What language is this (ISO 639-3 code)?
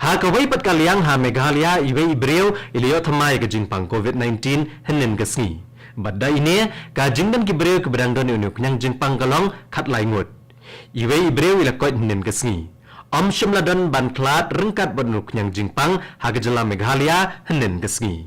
kha